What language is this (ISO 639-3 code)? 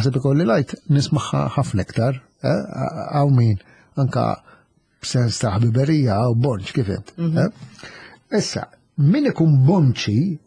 mlt